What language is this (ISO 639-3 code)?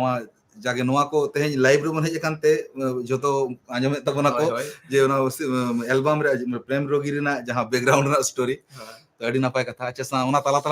sat